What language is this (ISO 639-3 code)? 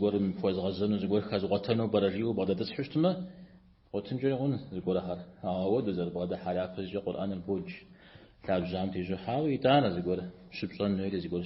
kbd